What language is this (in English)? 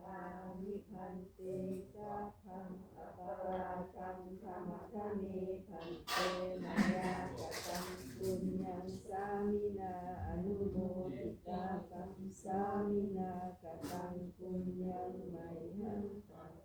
Pali